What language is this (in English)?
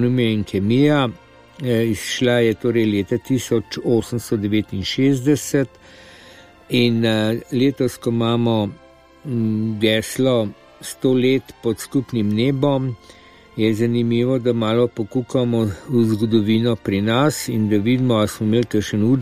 Slovenian